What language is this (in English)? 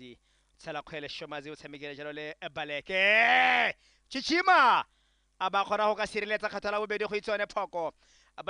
Tswana